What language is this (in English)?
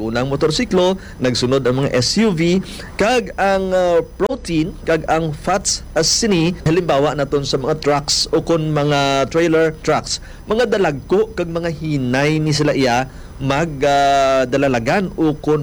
Hiligaynon